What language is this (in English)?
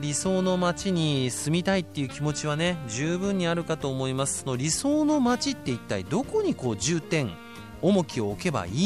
Japanese